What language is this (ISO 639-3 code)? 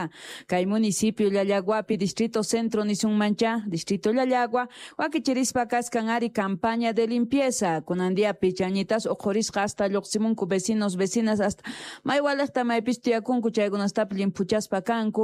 quh